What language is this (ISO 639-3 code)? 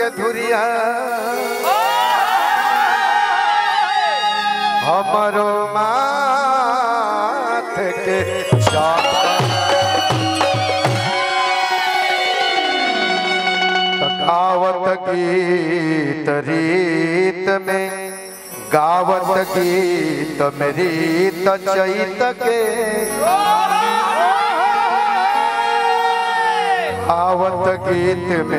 bho